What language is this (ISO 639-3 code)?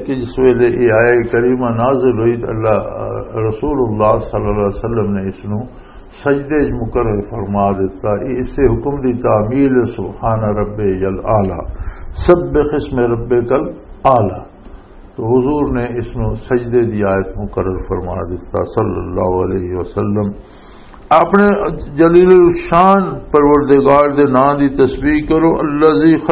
lah